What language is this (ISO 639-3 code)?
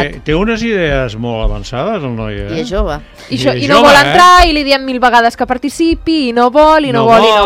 cat